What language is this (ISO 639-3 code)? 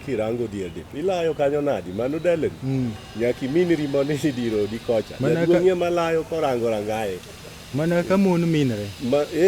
luo